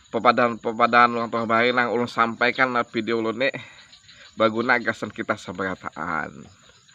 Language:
Banjar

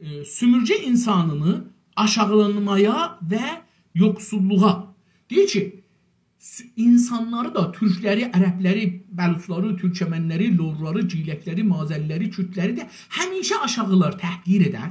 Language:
South Azerbaijani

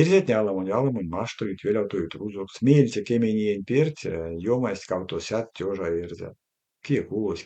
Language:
Erzya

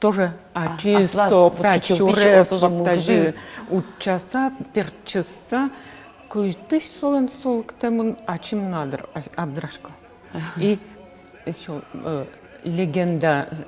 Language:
Udmurt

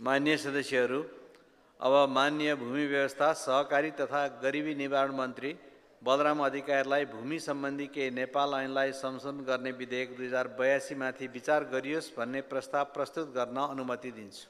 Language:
Nepali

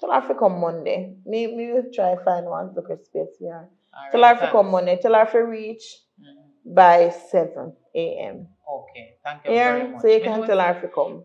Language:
Jamaican Creole English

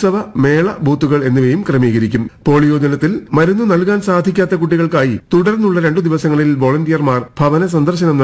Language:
Malayalam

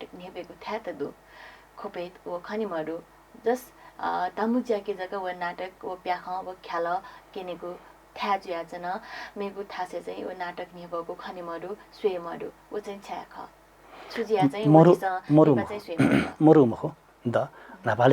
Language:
Newari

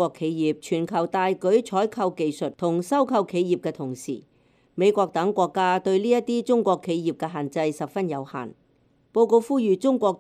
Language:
Cantonese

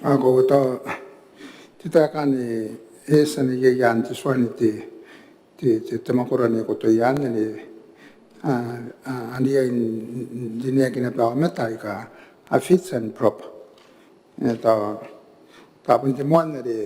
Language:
Gilbertese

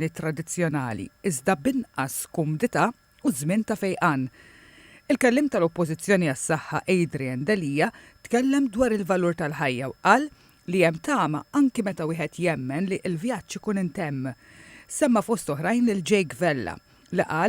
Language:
Maltese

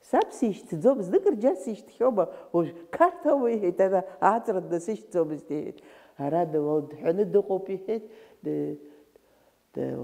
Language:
Abkhazian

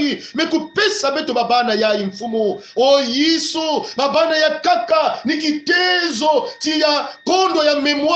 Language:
Kongo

